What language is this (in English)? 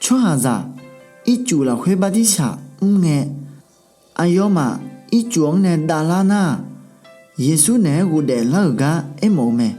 Akha